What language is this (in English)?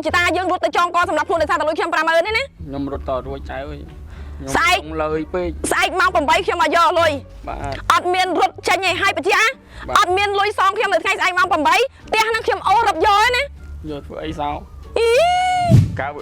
Khmer